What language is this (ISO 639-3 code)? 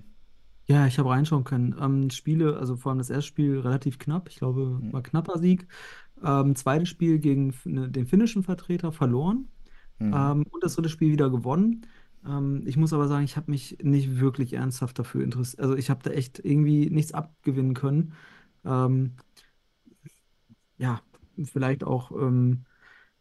deu